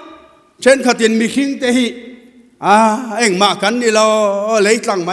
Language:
Mizo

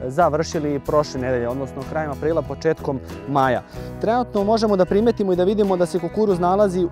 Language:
Serbian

